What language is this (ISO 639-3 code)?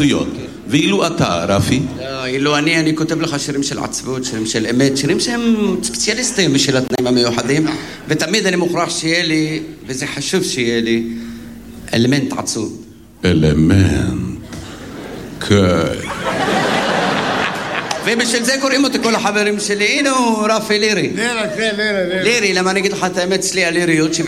heb